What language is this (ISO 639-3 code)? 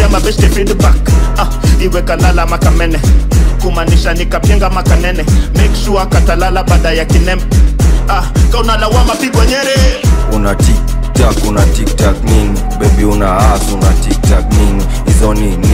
swa